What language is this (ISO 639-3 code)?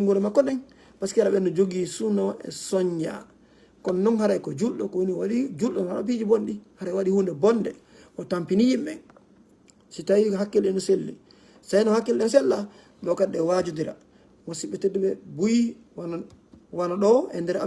ful